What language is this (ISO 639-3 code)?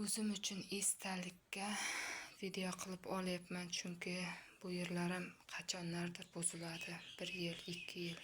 uzb